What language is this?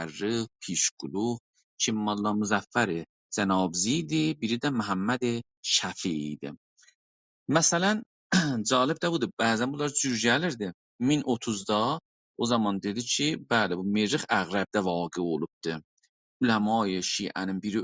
South Azerbaijani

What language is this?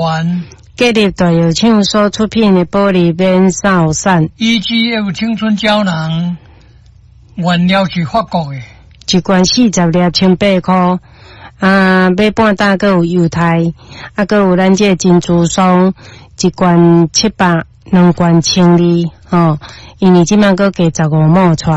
Min Nan Chinese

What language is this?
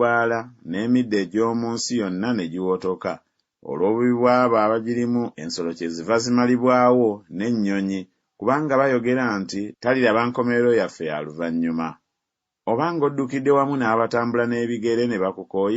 Ganda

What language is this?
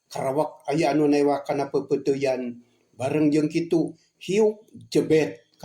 Sundanese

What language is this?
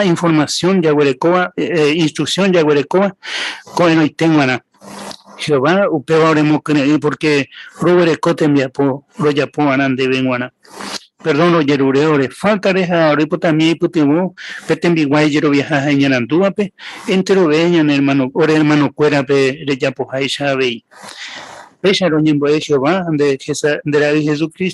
Guarani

